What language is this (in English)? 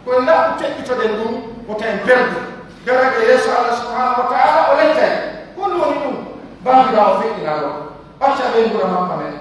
Pular